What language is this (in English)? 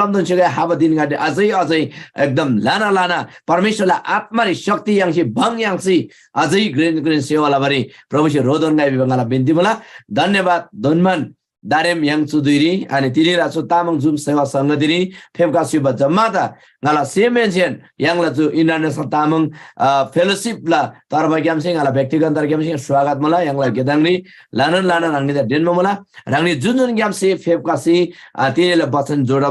Eastern Tamang